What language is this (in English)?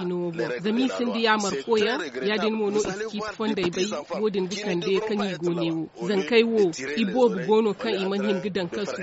Zarma